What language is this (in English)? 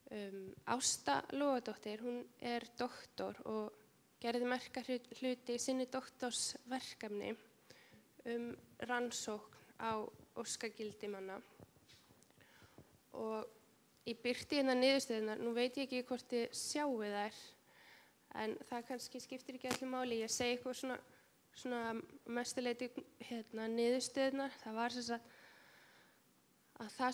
Icelandic